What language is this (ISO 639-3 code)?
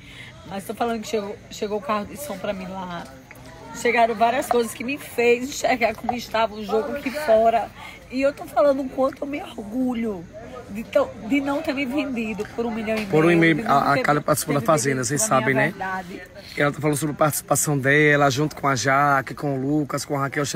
por